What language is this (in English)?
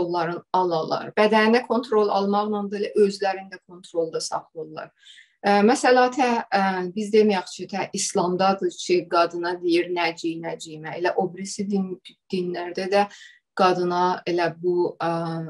South Azerbaijani